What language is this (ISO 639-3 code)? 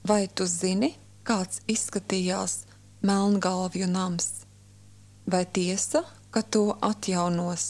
lav